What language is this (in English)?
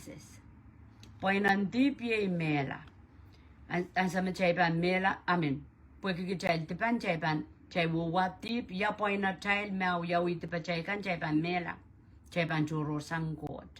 Pohnpeian